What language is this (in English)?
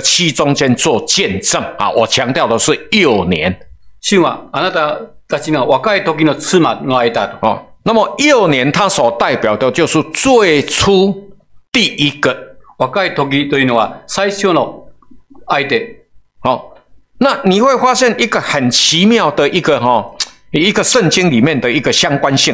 Chinese